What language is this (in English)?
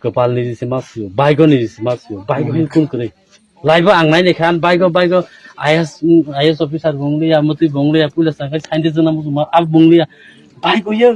Kok Borok